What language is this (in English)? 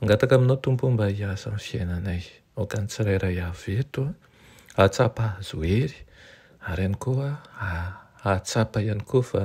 Malagasy